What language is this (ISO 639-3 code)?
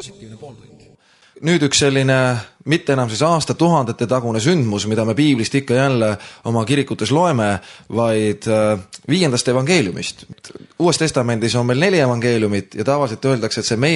est